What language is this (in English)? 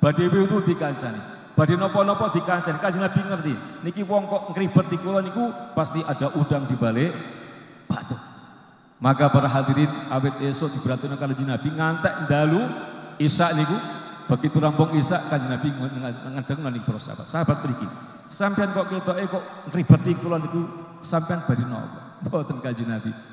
Javanese